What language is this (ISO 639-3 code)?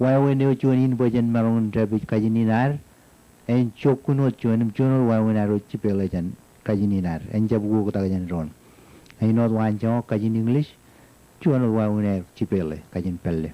mah